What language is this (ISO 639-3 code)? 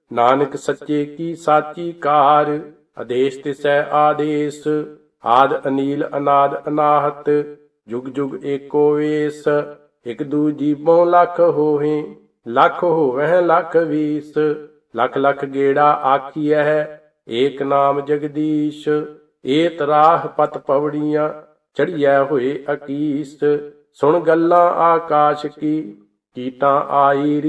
pan